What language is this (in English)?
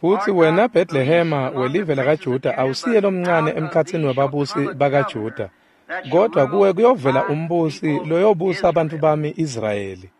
Swati